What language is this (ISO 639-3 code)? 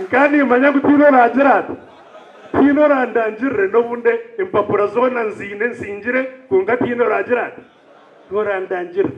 nyn